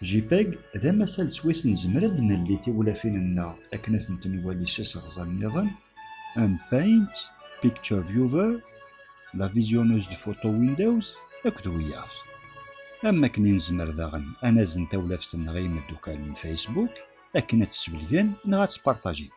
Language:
Kabyle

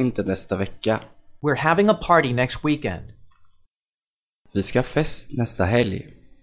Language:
Swedish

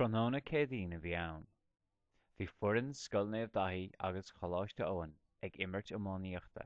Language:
Irish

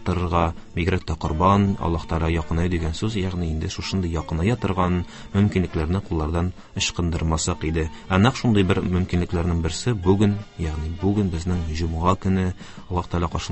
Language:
Tatar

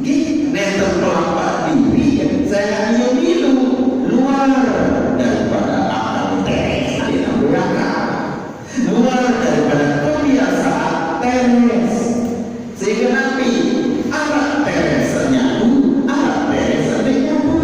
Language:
Sasak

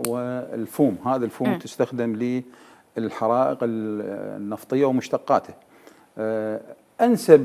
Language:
Mesopotamian Arabic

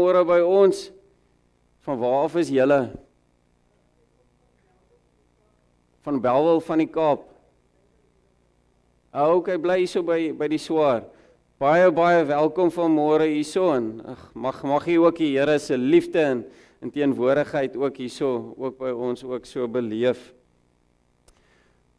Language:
Afrikaans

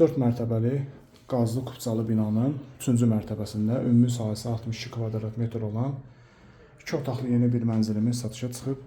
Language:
Azerbaijani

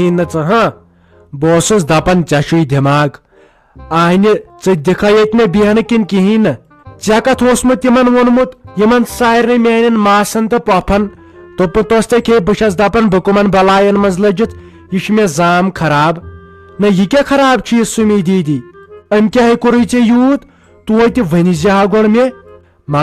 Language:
Kashmiri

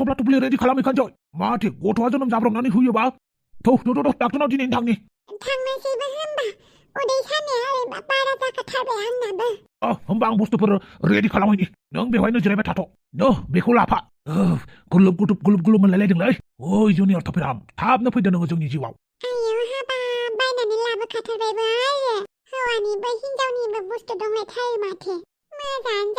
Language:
Bodo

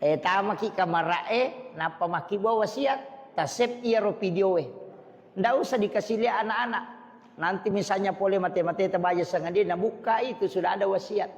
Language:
Buginese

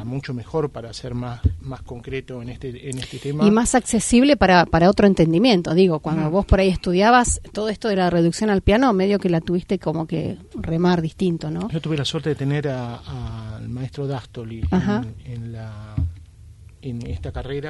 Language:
Spanish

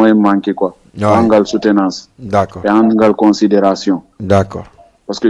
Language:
Fula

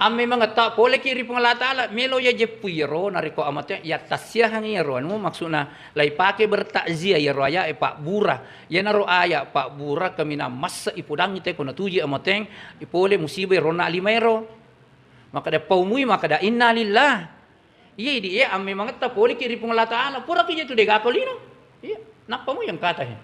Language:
Buginese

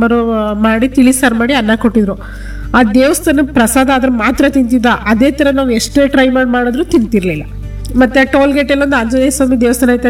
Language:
Kannada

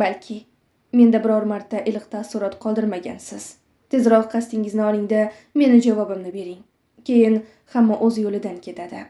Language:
Uzbek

